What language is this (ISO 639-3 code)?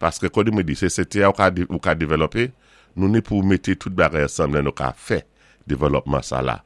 acf